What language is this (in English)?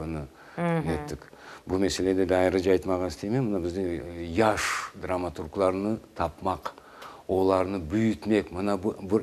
Crimean Tatar